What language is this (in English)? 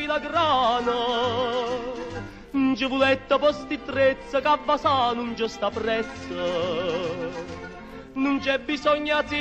Neapolitan